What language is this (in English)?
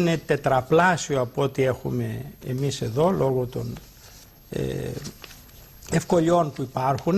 Greek